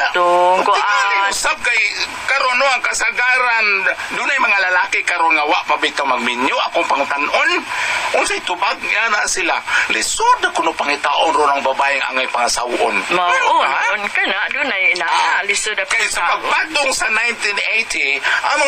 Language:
Cebuano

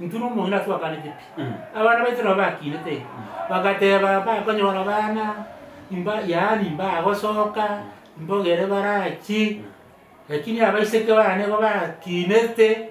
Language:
Gusii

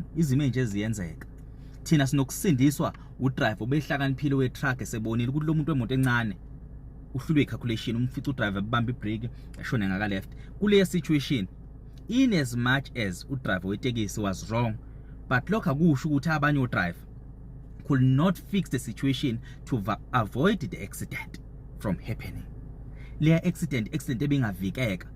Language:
Zulu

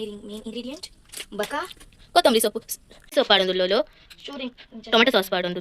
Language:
Tulu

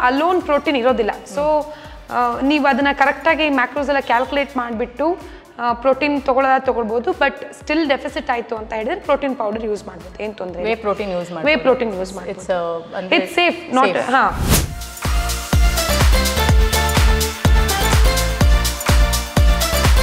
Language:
Kannada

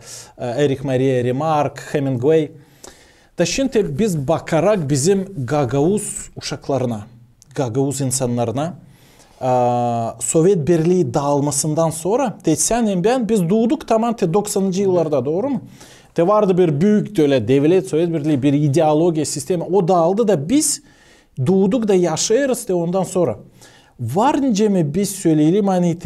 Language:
Gagauz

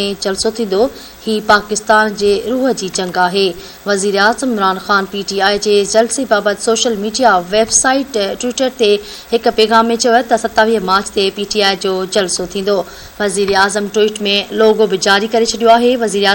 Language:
Sindhi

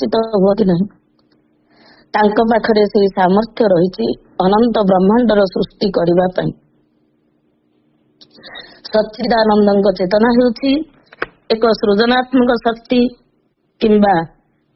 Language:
Odia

